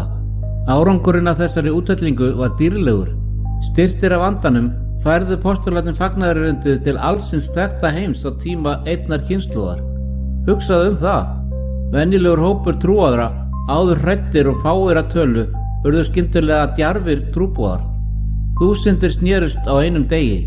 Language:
Icelandic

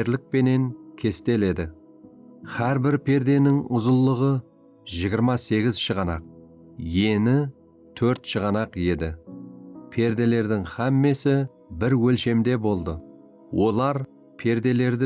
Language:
Kara-Kalpak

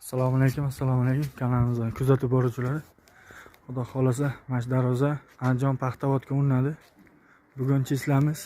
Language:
Uzbek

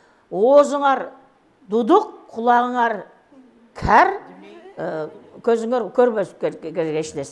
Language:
Kyrgyz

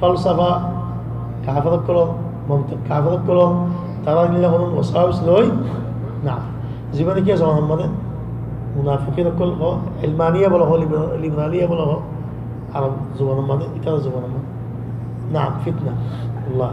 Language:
Rohingya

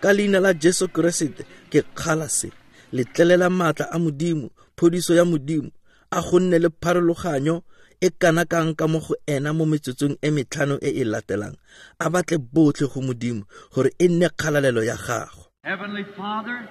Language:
Tswana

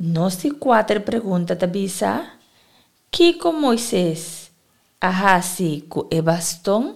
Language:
Papiamento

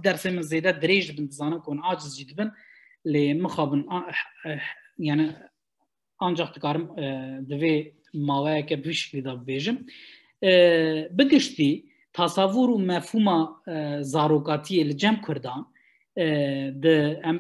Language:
Kurdish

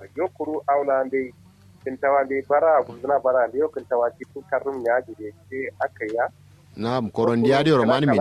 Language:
Kanuri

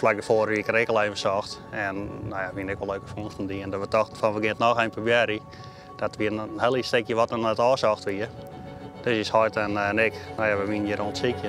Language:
Western Frisian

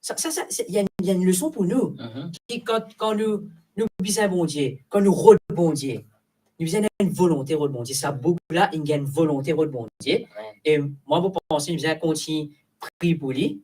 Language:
Morisyen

